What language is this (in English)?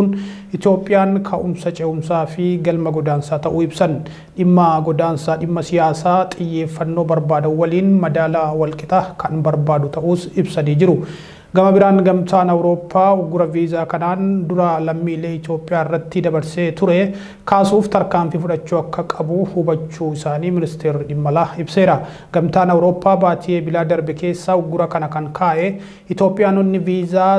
Oromo